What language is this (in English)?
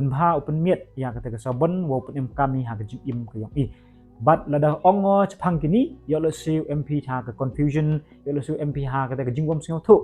Pnar